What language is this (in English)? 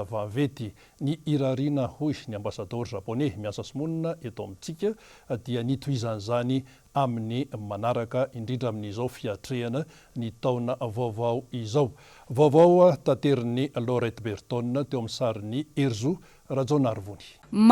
Malagasy